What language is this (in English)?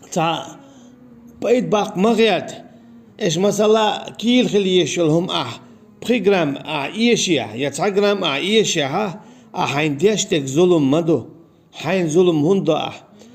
Chechen